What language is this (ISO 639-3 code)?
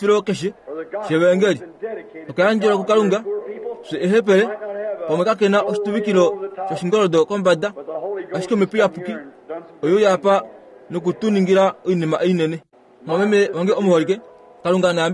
kua